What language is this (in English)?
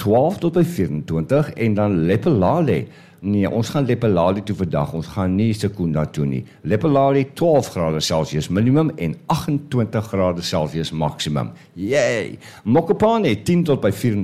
Afrikaans